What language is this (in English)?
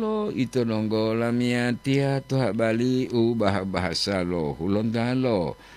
Gorontalo